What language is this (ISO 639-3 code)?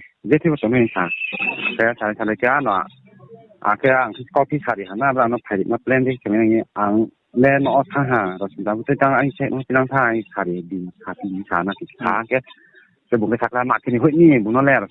ria